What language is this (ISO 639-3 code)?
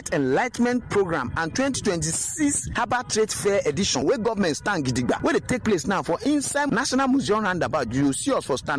pcm